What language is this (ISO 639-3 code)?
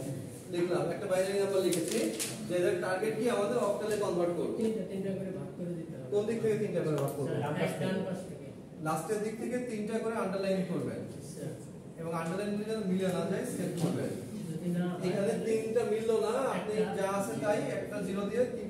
ben